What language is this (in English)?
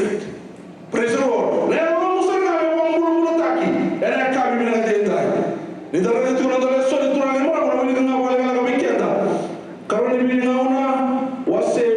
Fijian